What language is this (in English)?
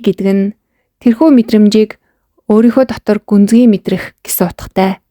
Mongolian